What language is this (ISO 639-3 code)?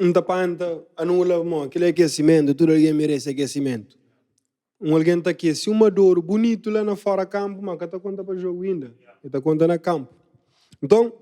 kea